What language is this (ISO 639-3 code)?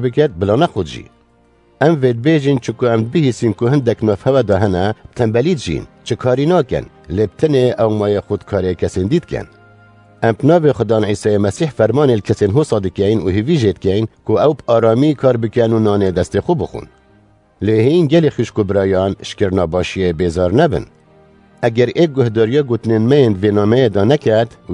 kur